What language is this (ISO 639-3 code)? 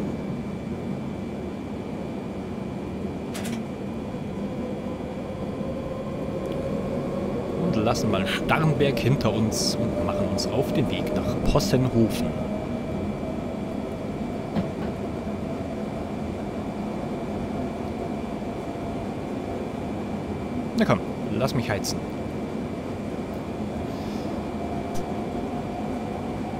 deu